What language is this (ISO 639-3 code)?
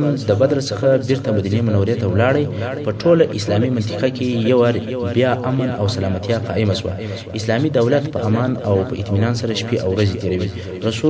pus